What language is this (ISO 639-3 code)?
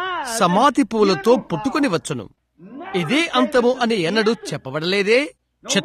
tel